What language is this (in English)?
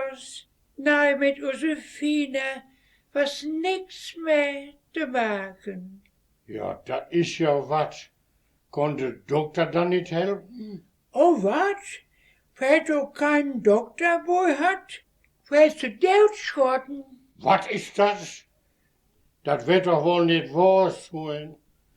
Westphalien